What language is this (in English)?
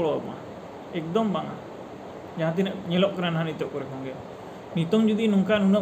Santali